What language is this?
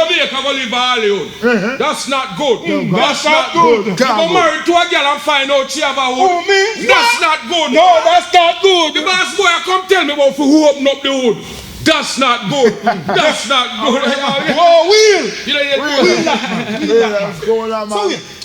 Jamaican Creole English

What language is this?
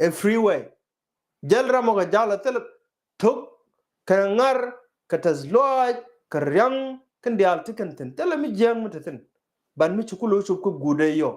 Nuer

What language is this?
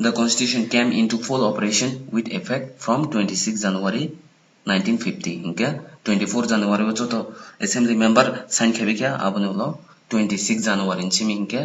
Kok Borok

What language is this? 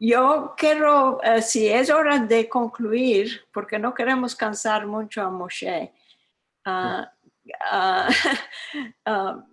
Ladino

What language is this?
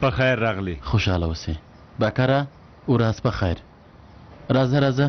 Pashto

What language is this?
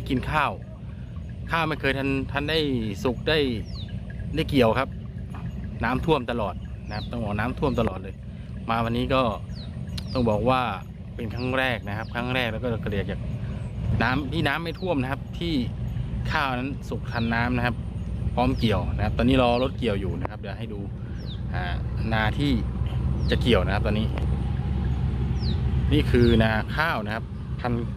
Thai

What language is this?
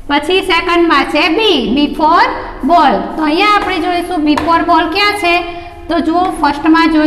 Gujarati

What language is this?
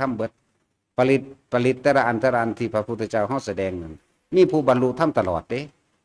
Northeastern Thai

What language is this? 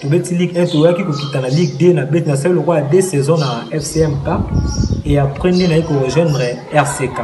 Lingala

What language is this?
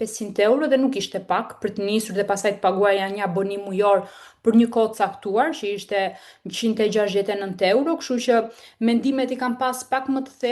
Albanian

